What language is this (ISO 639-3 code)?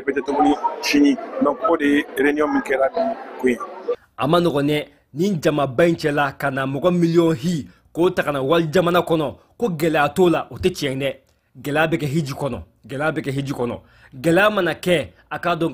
bam